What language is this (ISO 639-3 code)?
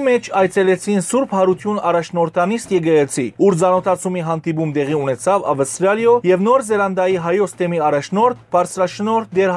hyw